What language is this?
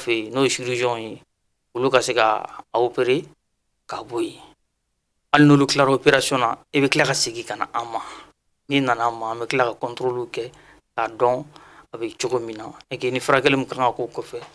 Bambara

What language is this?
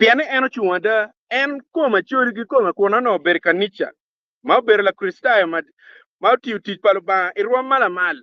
Acoli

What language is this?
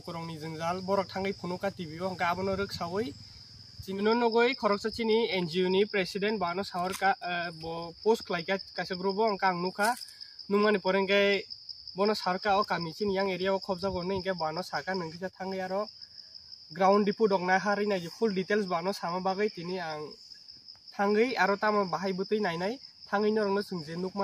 Kok Borok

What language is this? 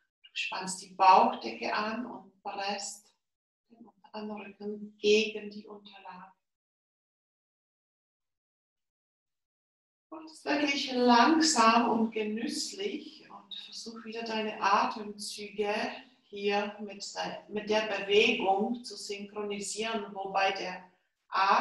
German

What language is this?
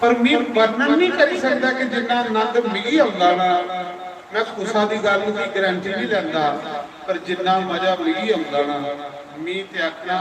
Dogri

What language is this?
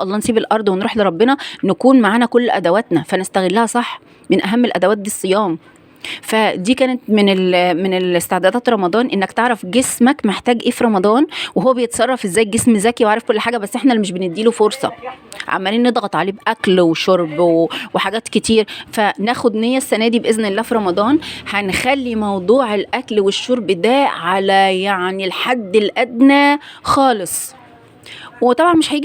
Egyptian Arabic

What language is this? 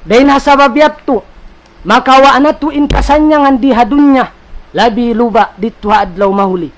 Tausug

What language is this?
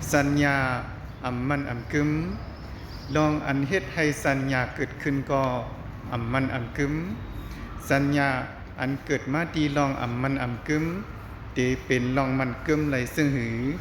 Shan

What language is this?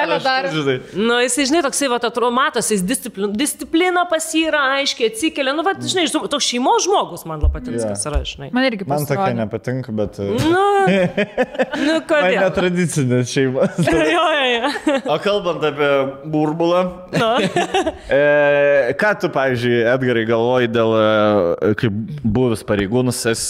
Lithuanian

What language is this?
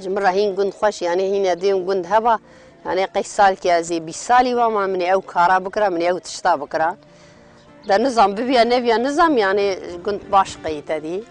Kurdish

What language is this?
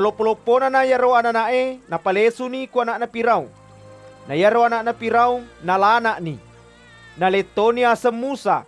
Buginese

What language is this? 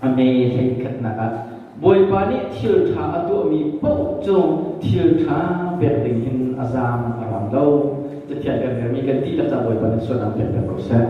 Hakha Chin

